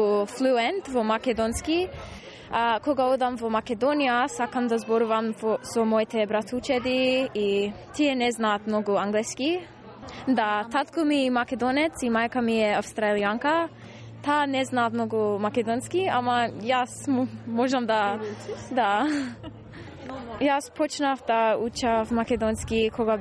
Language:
Macedonian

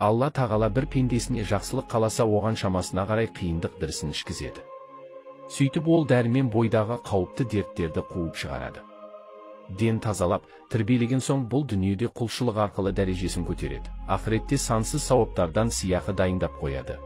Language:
Kazakh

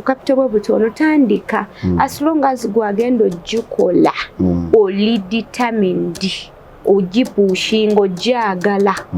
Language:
Ganda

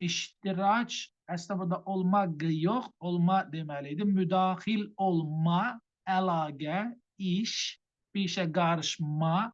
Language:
Azerbaijani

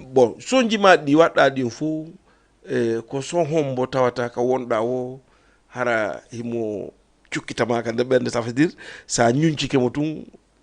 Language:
Fula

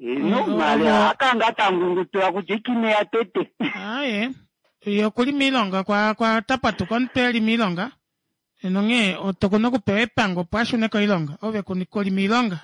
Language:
Kuanyama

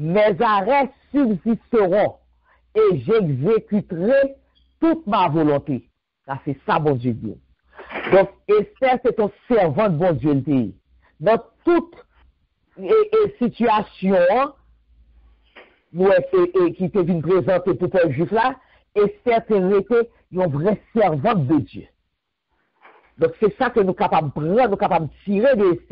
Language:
French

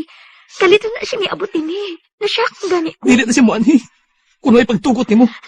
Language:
Cebuano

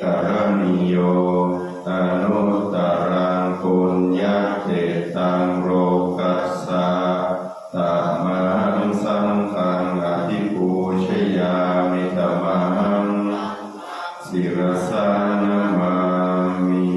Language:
Pali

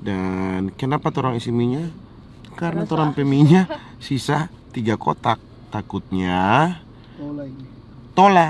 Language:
Manado Malay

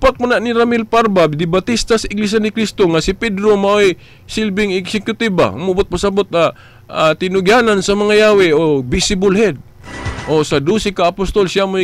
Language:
Cebuano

